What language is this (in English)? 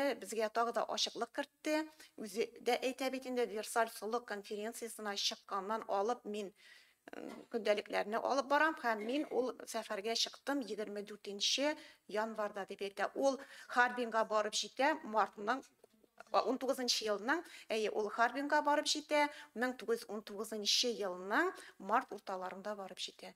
Tatar